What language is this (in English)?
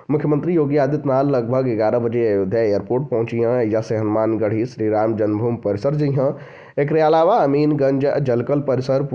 Bhojpuri